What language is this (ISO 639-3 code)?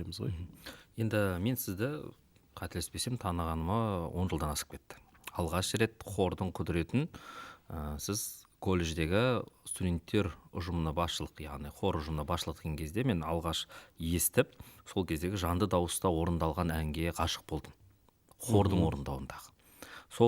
kaz